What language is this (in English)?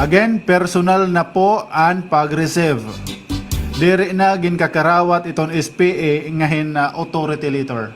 Waray